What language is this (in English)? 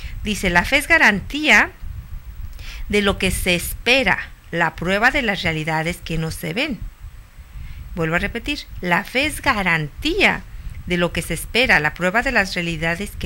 Spanish